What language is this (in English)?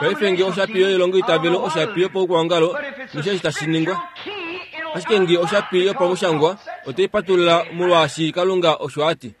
Kuanyama